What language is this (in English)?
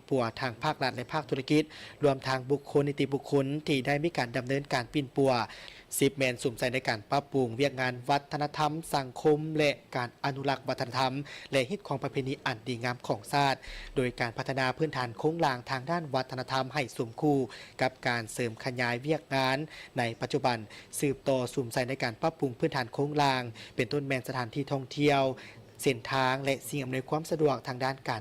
Lao